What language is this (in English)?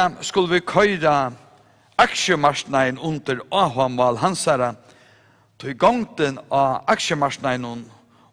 Faroese